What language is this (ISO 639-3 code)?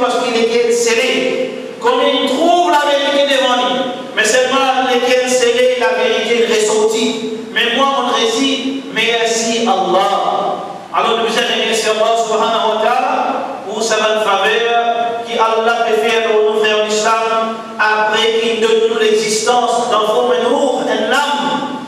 mfe